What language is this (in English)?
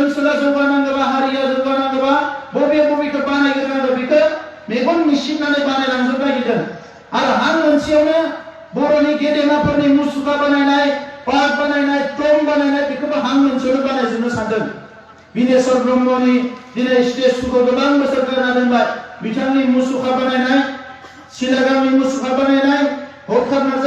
Bodo